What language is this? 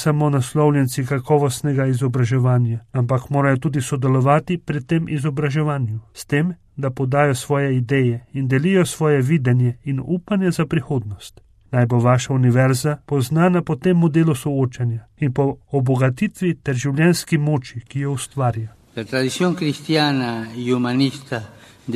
Slovenian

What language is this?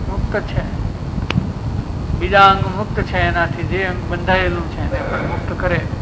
Gujarati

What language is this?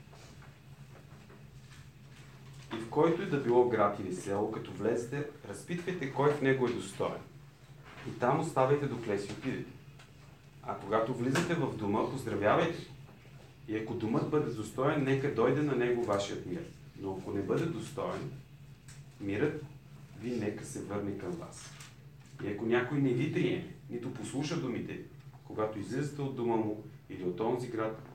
Bulgarian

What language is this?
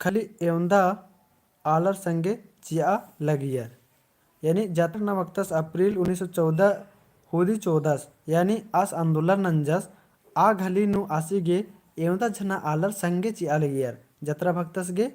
Kurukh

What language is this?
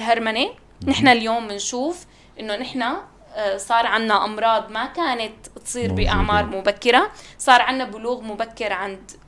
North Levantine Arabic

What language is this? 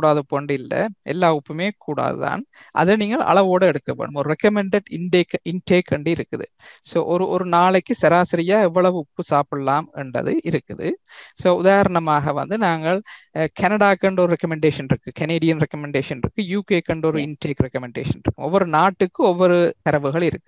Tamil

